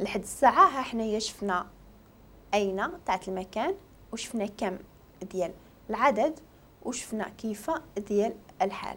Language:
Moroccan Arabic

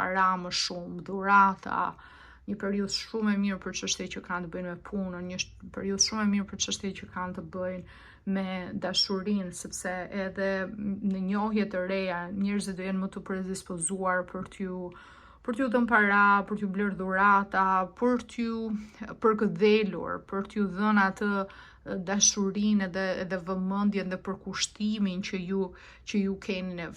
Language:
Albanian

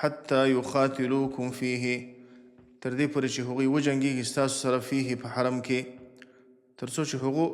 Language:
Pashto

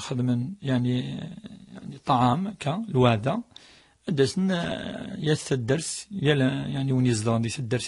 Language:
Kabyle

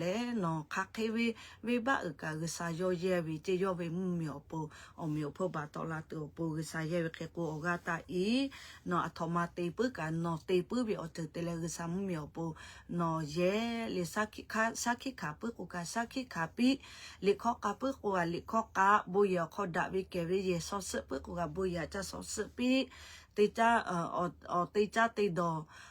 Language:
Lahu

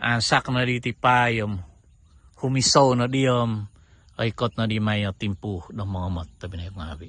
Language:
Central Dusun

